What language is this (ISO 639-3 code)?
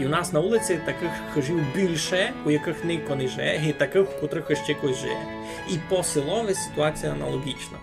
rue